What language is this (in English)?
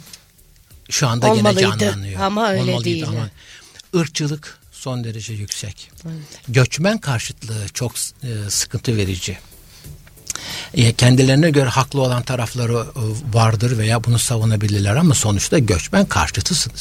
Turkish